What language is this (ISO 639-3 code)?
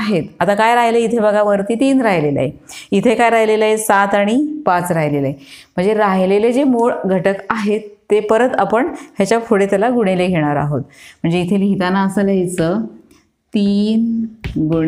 mar